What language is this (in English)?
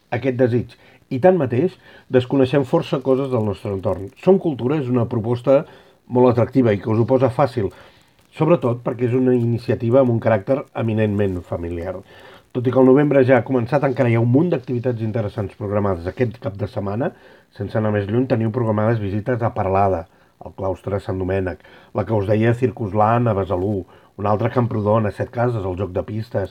Catalan